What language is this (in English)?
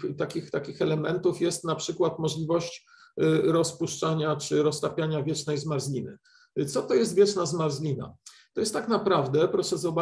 Polish